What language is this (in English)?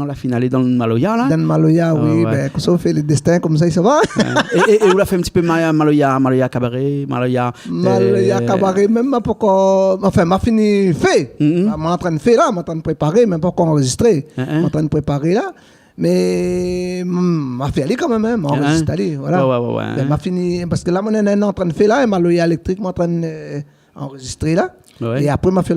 Réunion Creole French